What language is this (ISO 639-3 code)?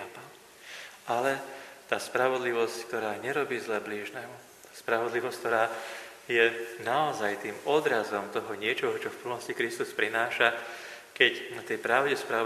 slk